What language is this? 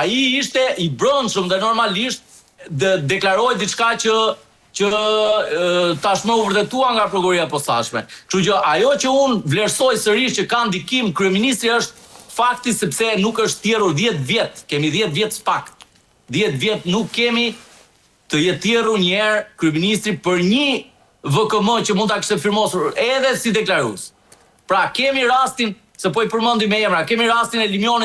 Albanian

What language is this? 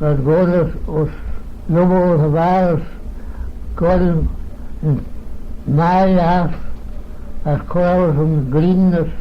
Manx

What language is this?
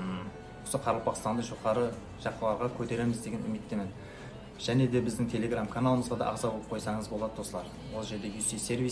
Kara-Kalpak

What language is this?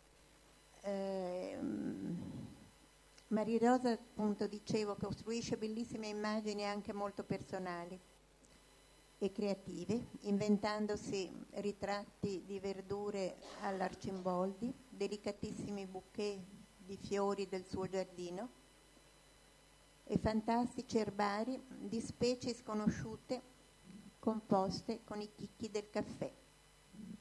Italian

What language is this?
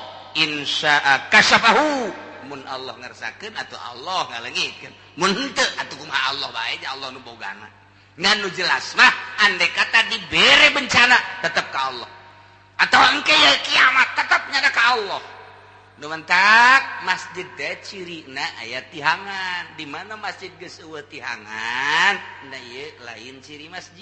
Sundanese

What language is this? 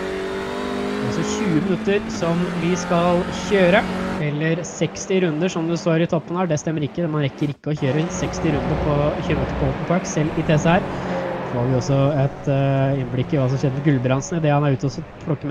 Norwegian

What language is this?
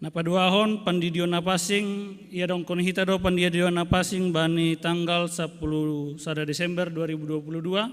Batak Simalungun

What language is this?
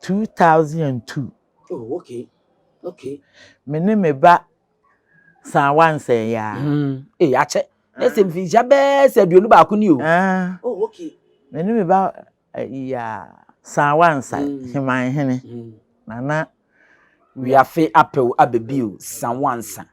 Akan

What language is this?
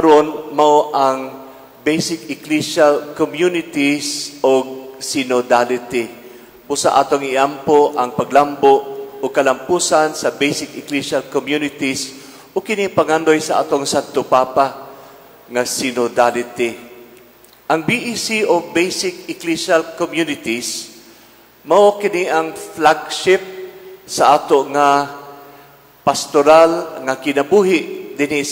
Cebuano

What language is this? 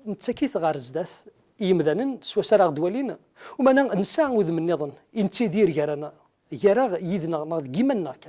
Kabyle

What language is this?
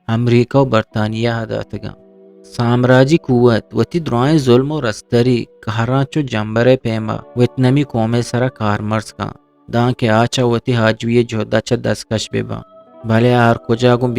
Eastern Balochi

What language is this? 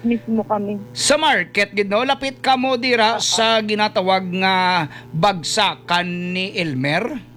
Hiligaynon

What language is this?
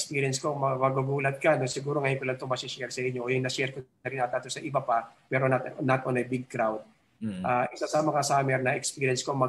Filipino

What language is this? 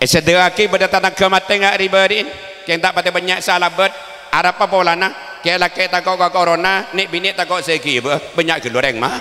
Madurese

